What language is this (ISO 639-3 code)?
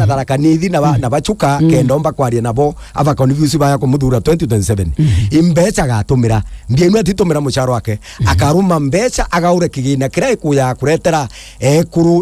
mer